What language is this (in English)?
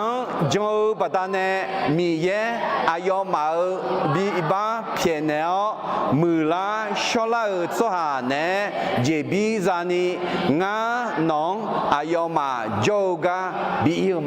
Akha